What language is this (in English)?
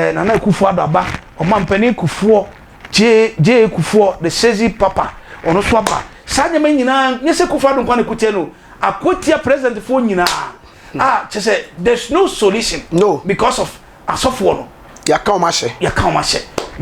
Akan